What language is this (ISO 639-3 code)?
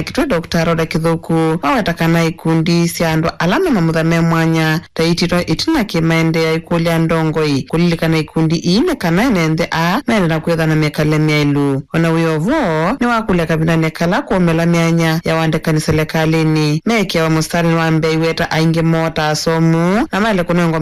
kam